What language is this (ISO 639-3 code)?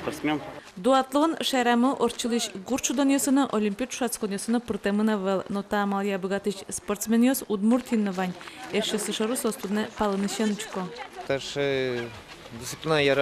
udm